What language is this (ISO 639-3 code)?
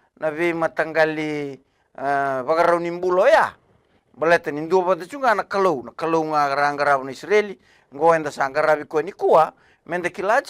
fij